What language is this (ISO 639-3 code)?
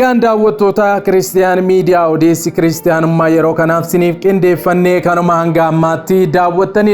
orm